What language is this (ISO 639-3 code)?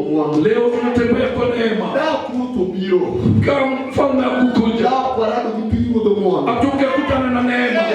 luo